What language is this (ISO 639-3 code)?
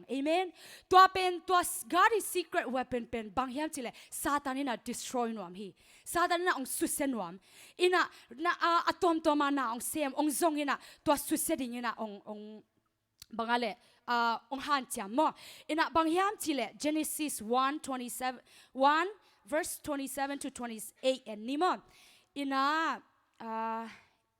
ctd